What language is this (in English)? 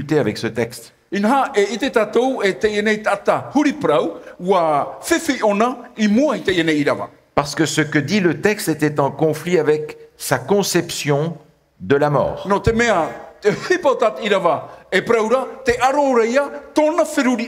Tahitian